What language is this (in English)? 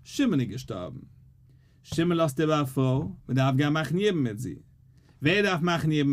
Yiddish